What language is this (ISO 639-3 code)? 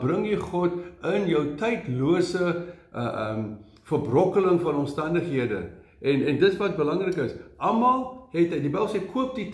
afr